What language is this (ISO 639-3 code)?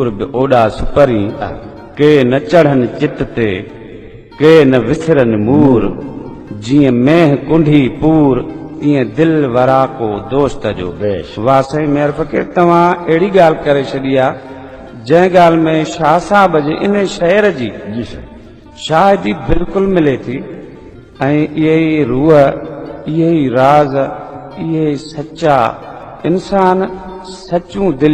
snd